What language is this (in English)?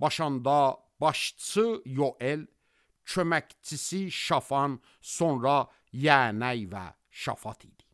Azerbaijani